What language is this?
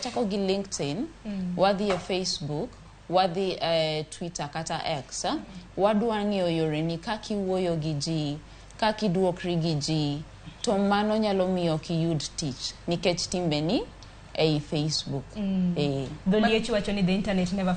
Luo (Kenya and Tanzania)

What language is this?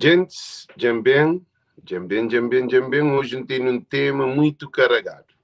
Kabuverdianu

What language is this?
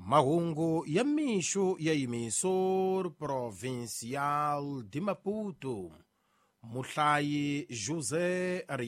Tsonga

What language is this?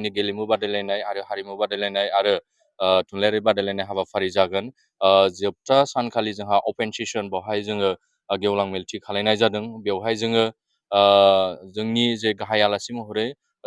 Bodo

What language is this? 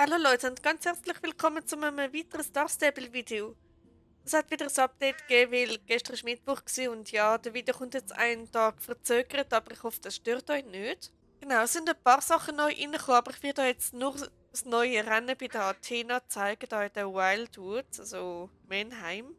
Swiss German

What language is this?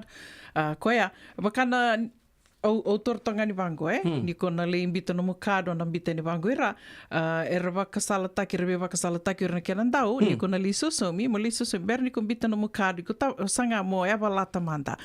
Fijian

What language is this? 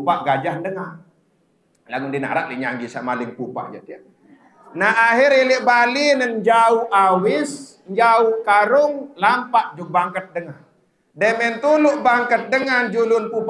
Sasak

